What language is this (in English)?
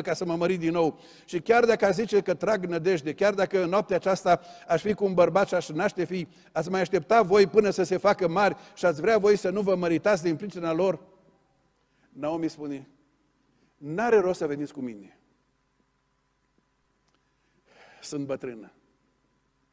Romanian